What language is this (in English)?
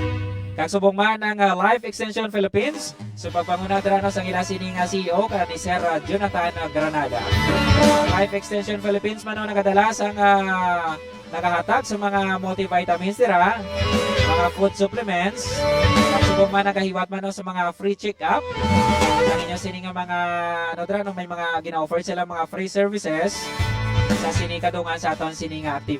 Hiligaynon